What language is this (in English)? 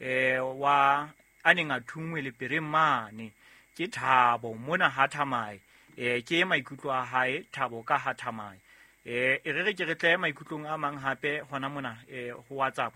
Southern Sotho